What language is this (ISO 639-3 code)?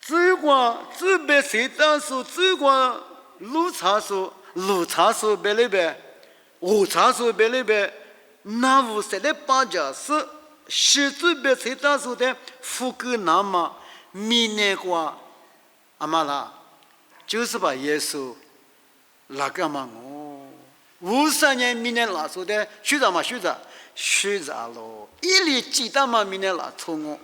lis